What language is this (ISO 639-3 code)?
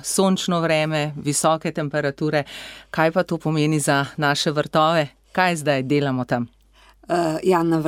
slv